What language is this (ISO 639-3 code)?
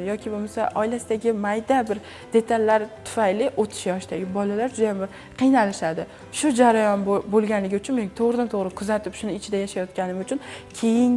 uzb